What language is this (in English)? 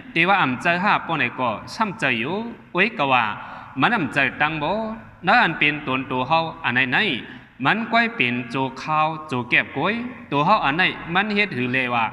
Shan